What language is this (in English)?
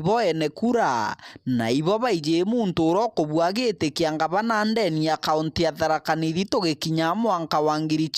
Meru